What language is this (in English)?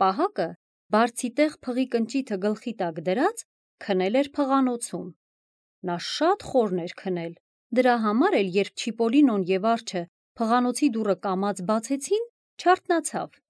Armenian